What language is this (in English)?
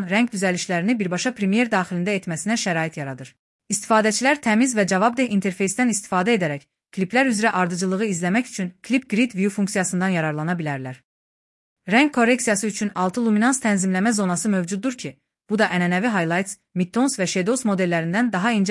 Azerbaijani